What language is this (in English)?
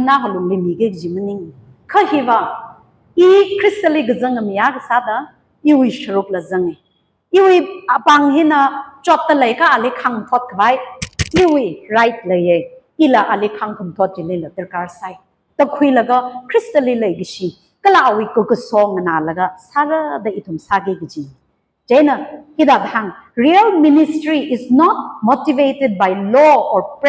Tangkhul Naga (India)